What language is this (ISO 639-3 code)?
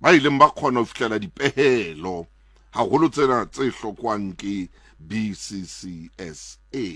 sot